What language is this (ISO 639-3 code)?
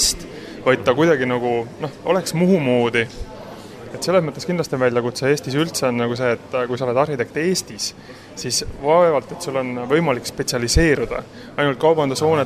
est